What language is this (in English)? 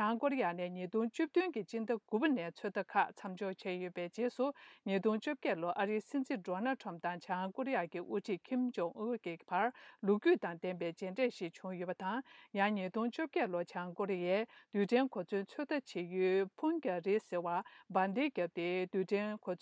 Tibetan